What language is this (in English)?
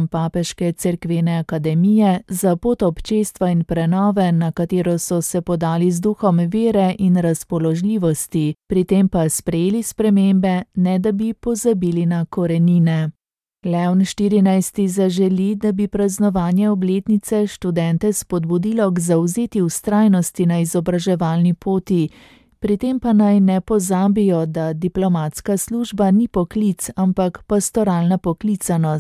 Slovenian